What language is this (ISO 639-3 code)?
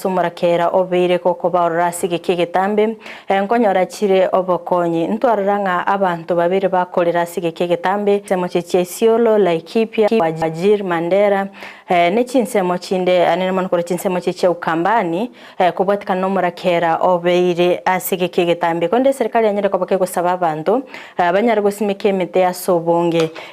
guz